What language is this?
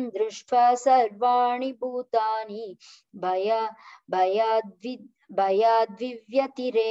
Sanskrit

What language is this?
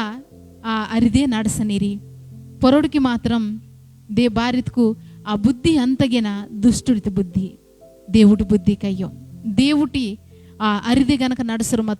Koya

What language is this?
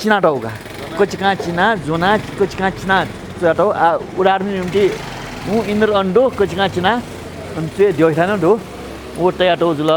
Newari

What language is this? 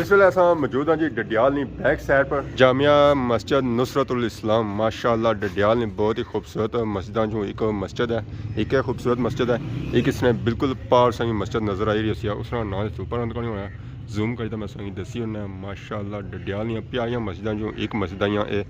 Pahari-Potwari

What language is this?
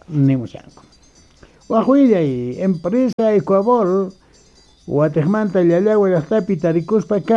Quechua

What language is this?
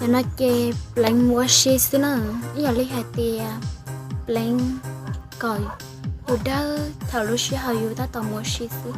Hmong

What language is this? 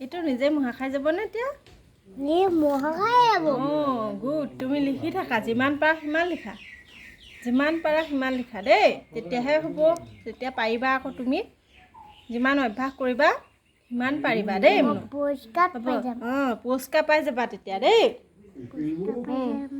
Assamese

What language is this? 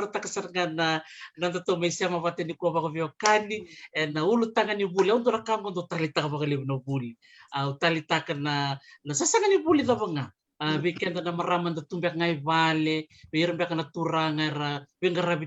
Fijian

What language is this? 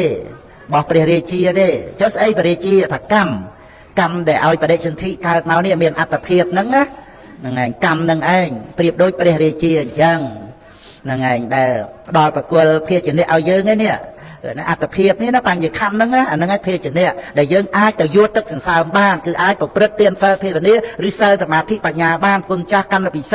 Khmer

